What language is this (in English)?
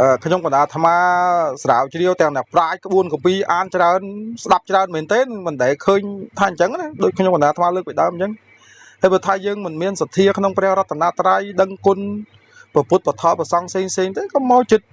Khmer